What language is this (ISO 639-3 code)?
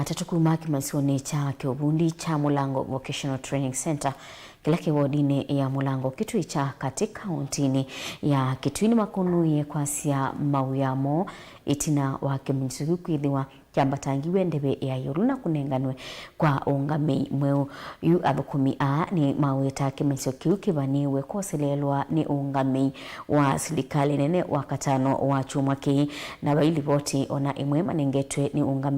kam